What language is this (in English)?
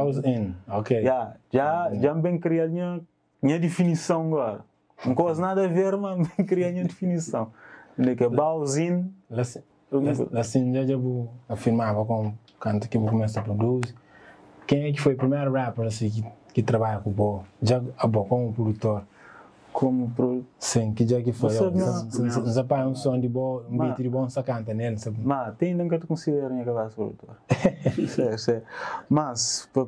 Kabuverdianu